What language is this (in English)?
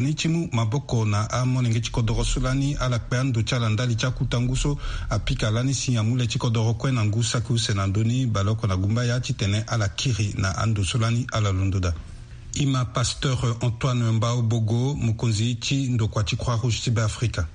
Sango